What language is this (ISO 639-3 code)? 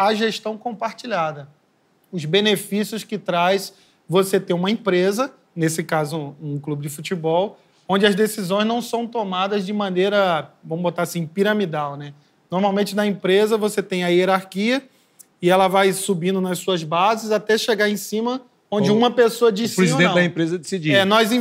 por